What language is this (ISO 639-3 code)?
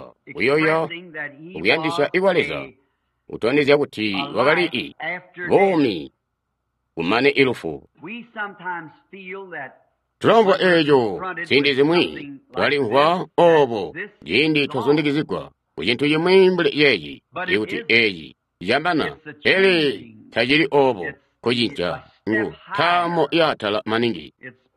toi